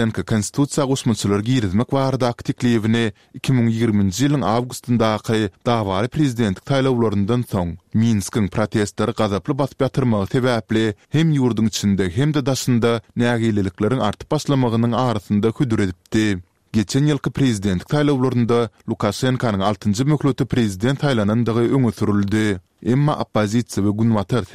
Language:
Turkmen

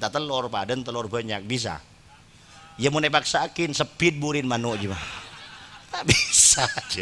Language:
Madurese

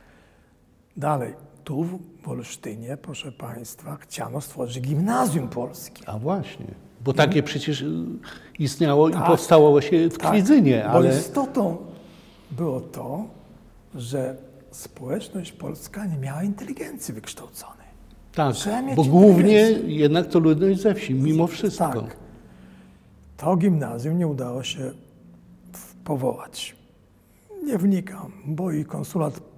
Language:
Polish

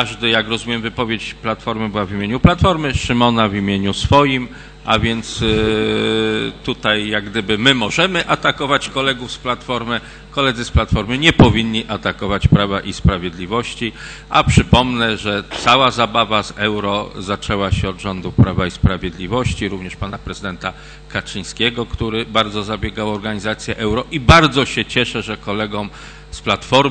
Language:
Polish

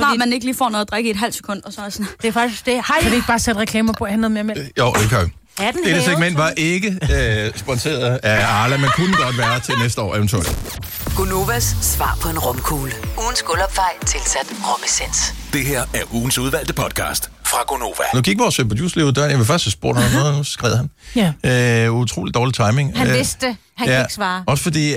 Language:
Danish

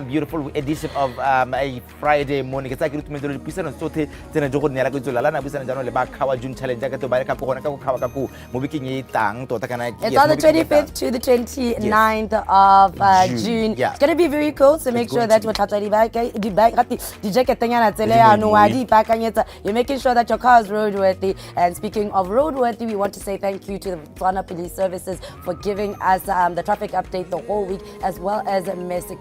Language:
Tswana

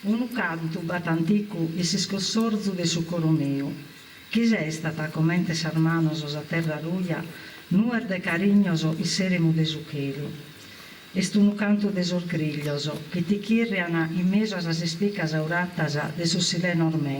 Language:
Sardinian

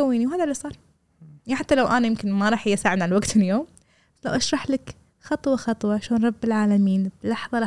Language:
Gulf Arabic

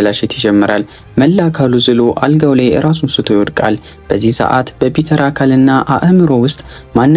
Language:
Amharic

